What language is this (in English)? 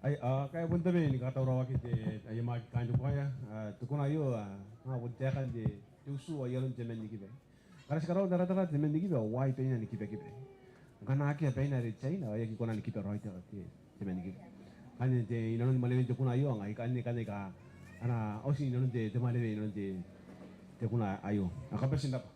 Gilbertese